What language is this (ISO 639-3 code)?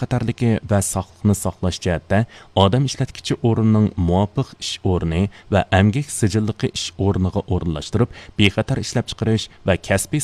uig